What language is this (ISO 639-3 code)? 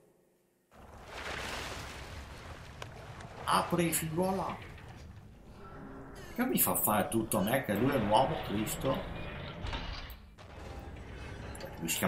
ita